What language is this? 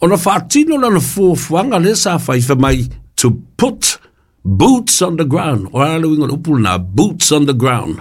Samoan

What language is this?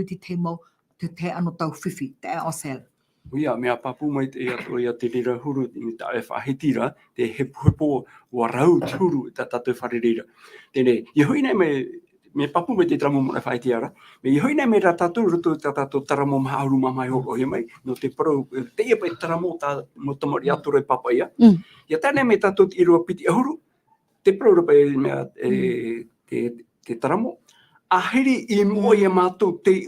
Tahitian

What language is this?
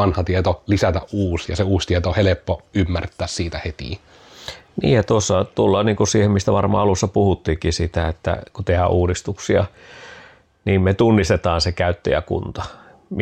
Finnish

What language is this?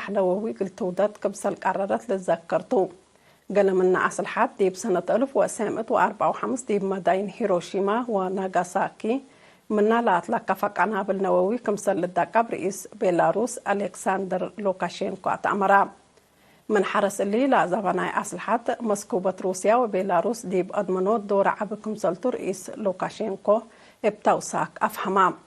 Tigre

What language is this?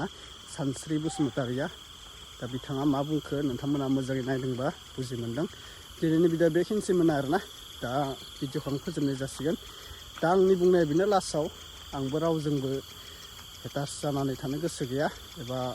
Bodo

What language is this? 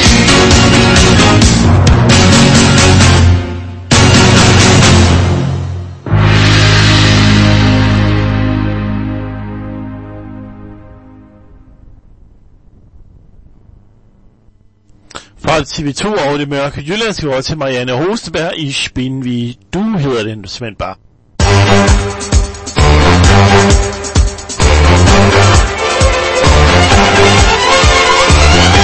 Danish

